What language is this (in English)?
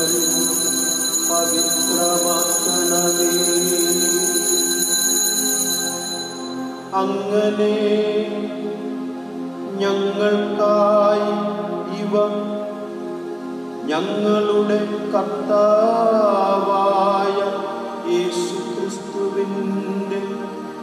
Malayalam